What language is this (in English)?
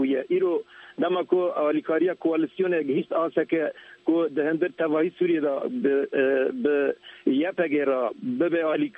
Kurdish